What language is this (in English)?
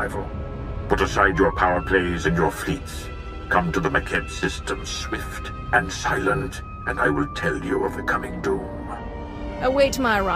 English